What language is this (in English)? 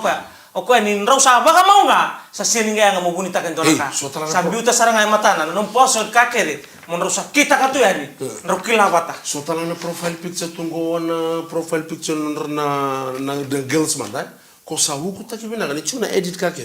Fijian